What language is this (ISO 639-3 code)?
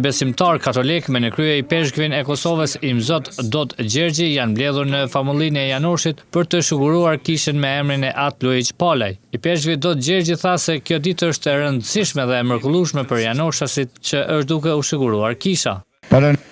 sqi